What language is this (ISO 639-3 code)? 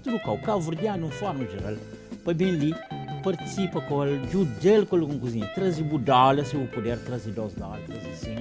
kea